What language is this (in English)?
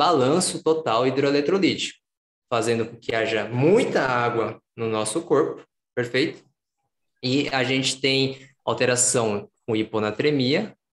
Portuguese